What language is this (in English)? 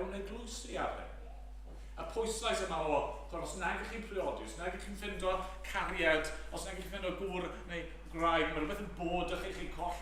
Welsh